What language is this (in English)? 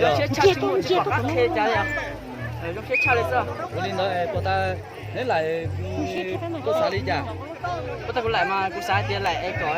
Hmong